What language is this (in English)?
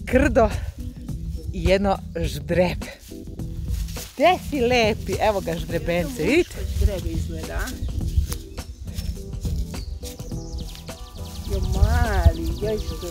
Serbian